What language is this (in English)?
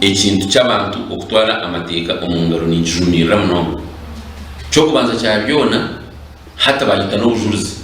Nyankole